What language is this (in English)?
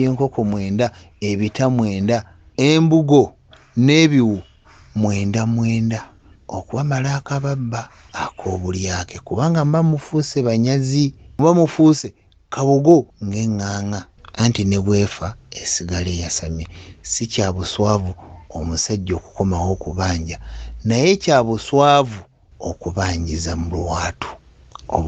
Ganda